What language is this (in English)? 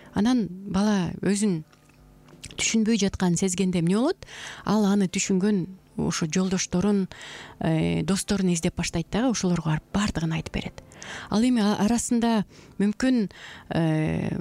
Kyrgyz